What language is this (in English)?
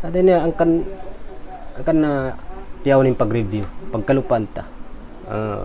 Tausug